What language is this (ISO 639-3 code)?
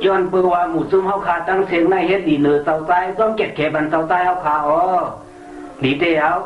shn